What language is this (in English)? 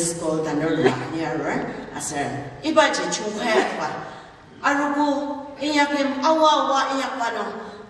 Ao Naga